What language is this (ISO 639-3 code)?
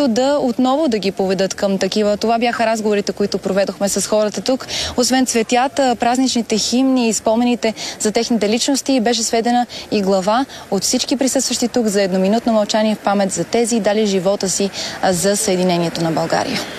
bul